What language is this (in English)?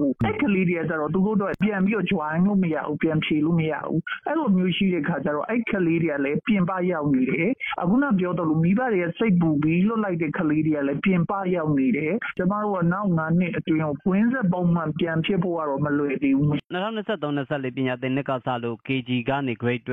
Burmese